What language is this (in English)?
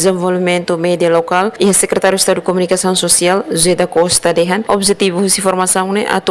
Tetum